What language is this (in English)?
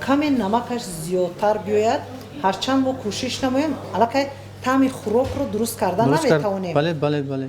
Tajik